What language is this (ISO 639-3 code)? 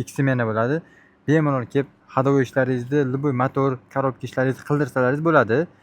uzb